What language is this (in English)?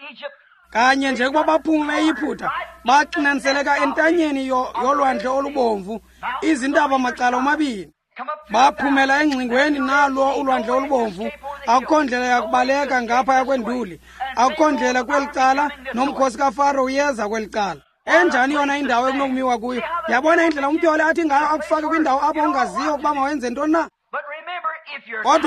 Xhosa